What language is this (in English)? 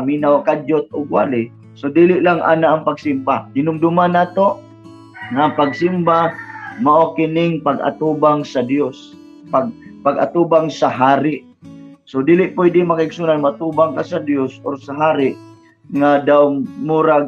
Cebuano